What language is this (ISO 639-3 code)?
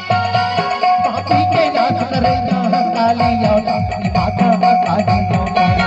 hne